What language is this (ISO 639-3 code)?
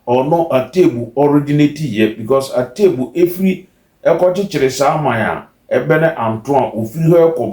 aka